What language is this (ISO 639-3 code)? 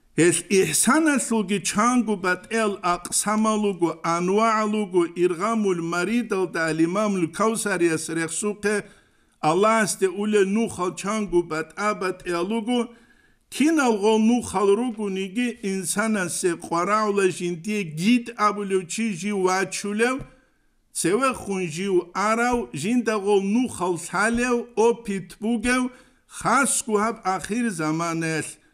ava